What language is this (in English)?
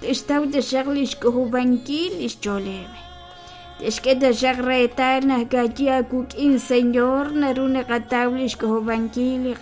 Kekchí